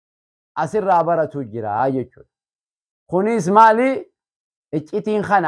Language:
Oromo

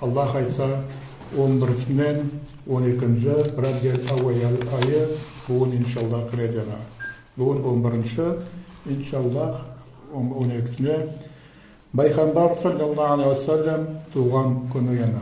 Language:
Nogai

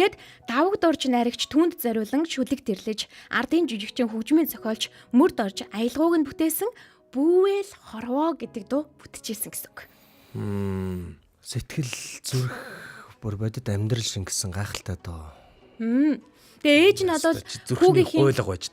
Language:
Mongolian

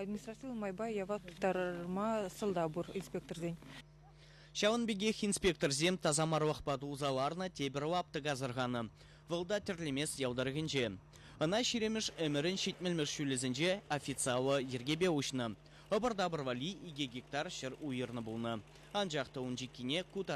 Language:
Chuvash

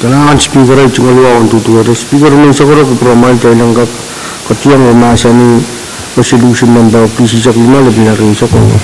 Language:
Pohnpeian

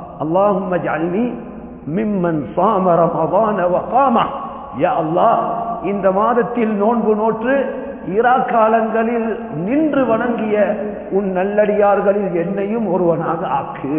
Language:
Tamil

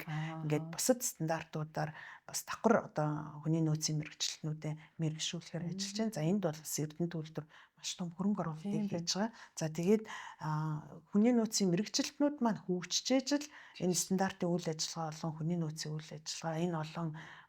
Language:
Mongolian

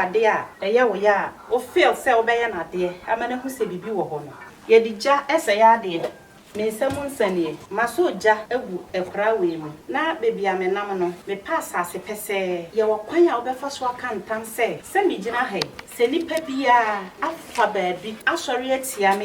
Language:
Akan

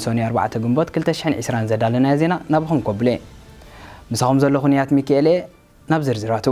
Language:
Tigrinya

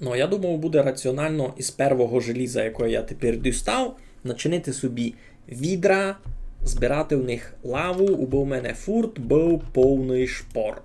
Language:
Rusyn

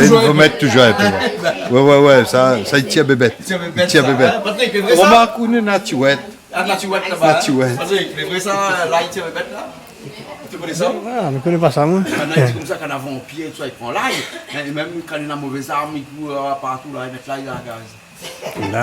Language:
Réunion Creole French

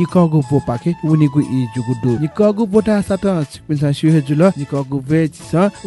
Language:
Newari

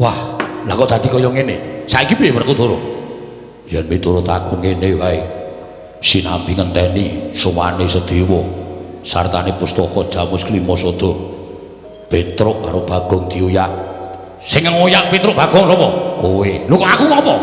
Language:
Javanese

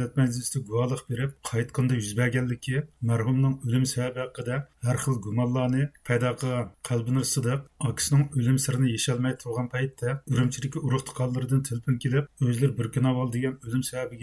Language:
Uyghur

